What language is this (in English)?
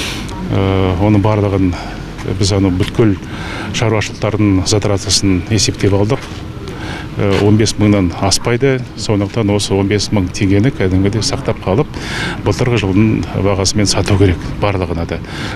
Kazakh